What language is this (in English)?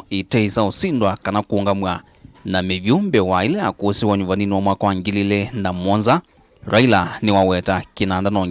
Kamba